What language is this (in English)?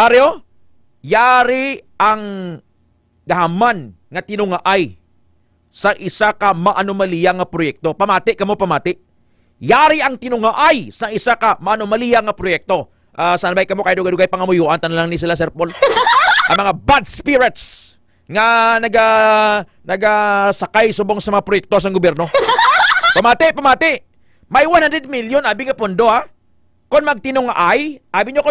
Hiligaynon